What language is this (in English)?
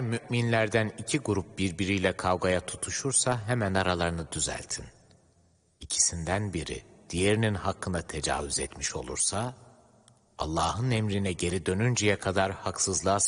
Turkish